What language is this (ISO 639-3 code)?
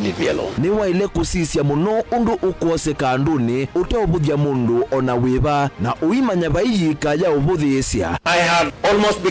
kam